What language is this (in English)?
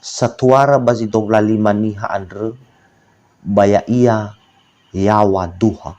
Nias